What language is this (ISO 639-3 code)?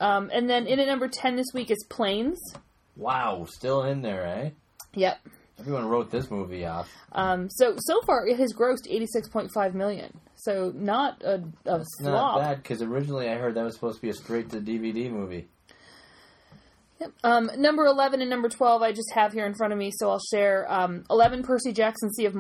eng